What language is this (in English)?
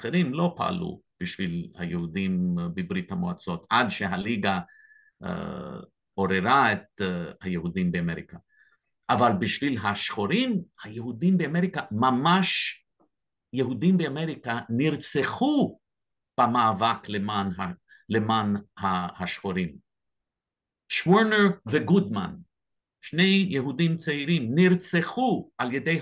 Hebrew